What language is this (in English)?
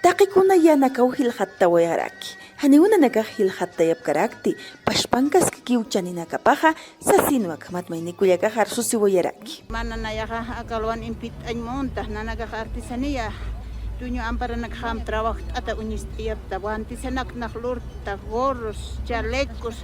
Aymara